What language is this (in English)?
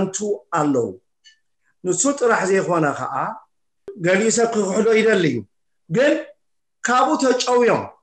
Tigrinya